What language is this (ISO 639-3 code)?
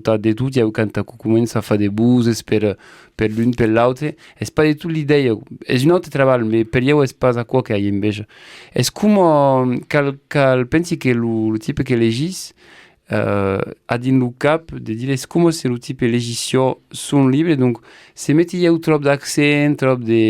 oci